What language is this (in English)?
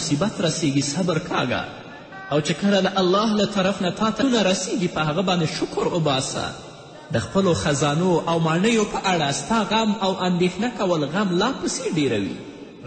Pashto